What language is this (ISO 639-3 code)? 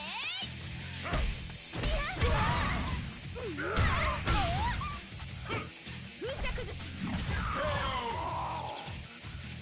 jpn